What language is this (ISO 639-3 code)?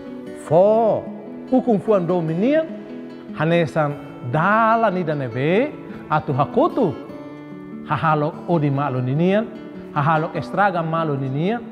tet